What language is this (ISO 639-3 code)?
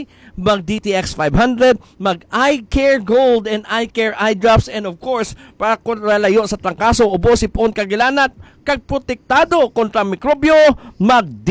hil